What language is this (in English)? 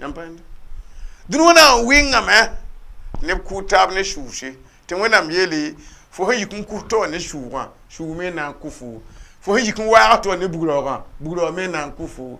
Mossi